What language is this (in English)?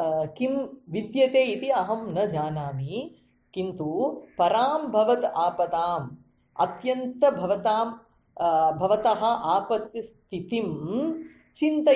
Sanskrit